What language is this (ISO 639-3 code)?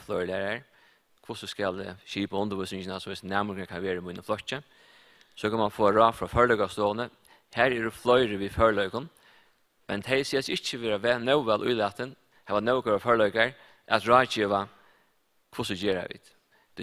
fao